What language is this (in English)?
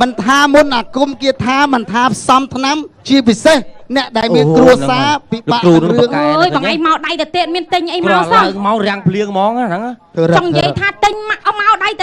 Khmer